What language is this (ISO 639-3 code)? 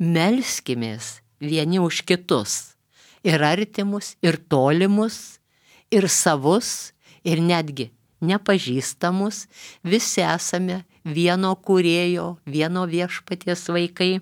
lit